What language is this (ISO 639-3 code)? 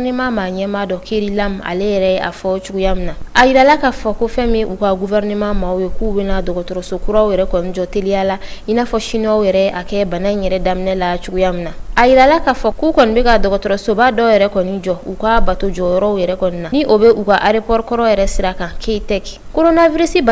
bam